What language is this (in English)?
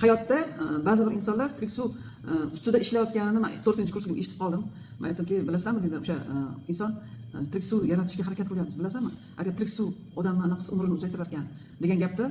Uzbek